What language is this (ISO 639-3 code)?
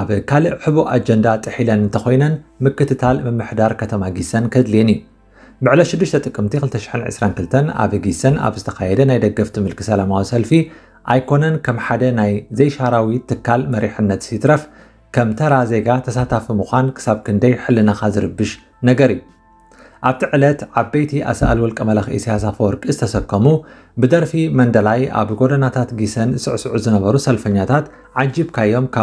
tir